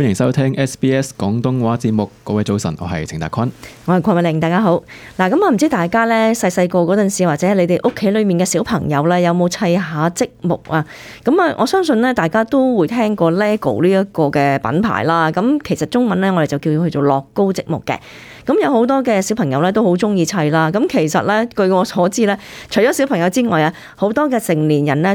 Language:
Cantonese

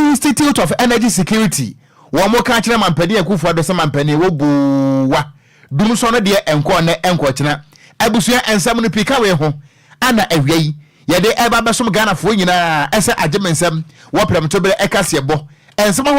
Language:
Akan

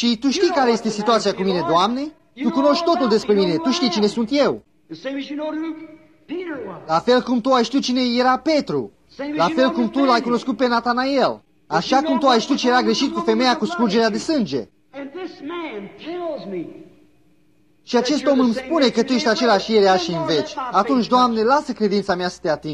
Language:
Romanian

